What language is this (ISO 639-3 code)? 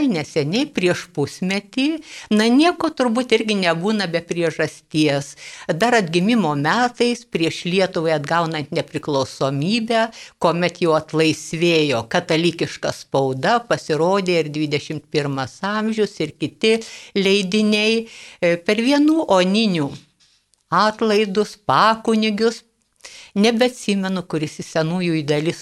lit